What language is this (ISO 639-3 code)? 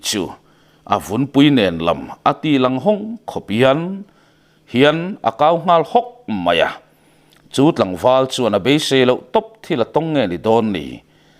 lus